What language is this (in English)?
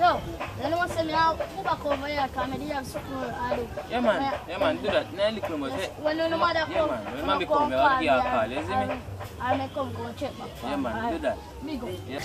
Jamaican Creole English